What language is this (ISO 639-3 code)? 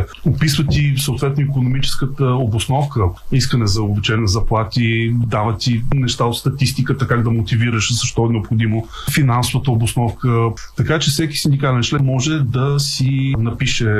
bul